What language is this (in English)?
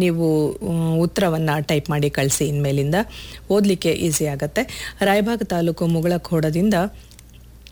Kannada